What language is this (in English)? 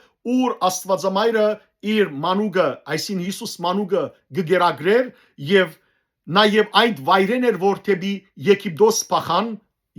Western Armenian